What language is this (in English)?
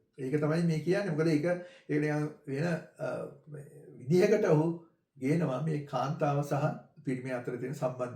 Sinhala